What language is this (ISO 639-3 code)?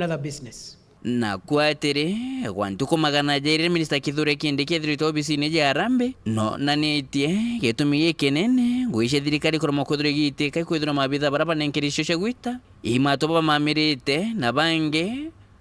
mer